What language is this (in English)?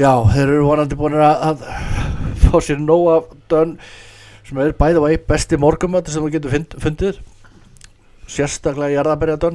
Icelandic